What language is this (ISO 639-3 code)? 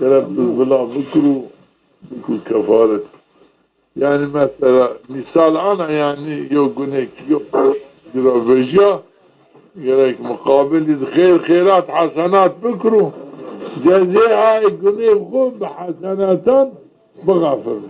zza